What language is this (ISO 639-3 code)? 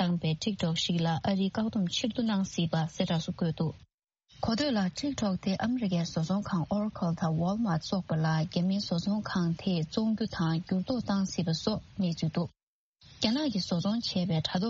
bod